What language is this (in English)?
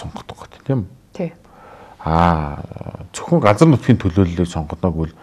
Mongolian